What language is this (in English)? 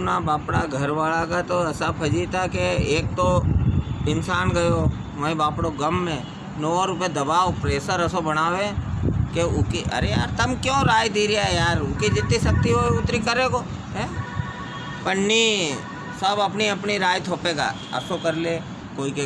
Rajasthani